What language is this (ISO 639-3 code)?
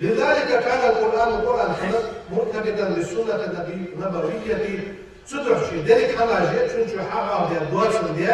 inh